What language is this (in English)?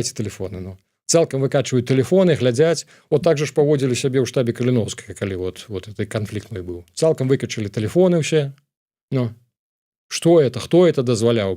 Belarusian